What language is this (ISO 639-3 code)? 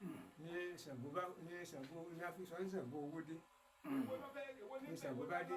yor